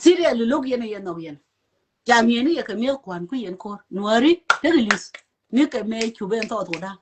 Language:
Nuer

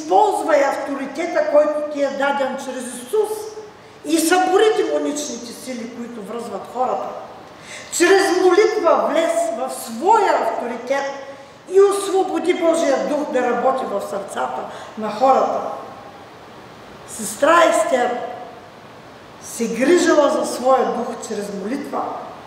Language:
Bulgarian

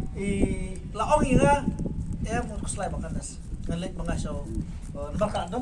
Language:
Khasi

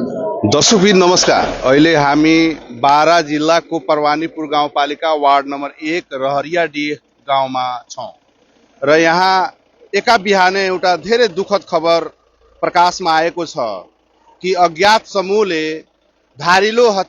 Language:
Nepali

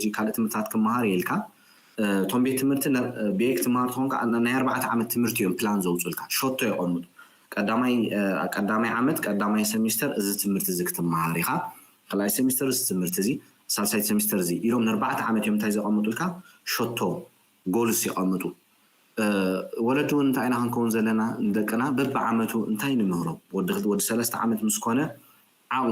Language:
Tigrinya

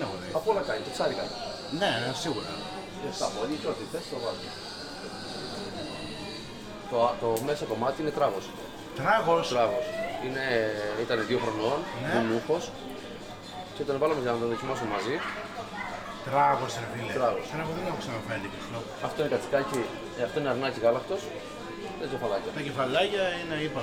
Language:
Greek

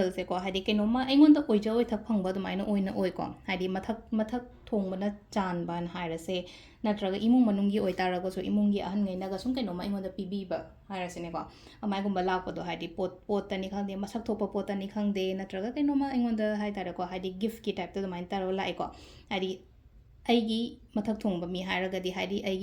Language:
Manipuri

